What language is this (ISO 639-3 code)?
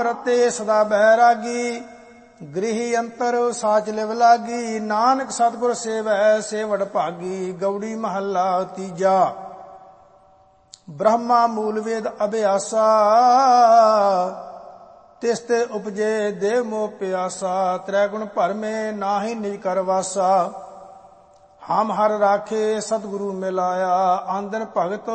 pan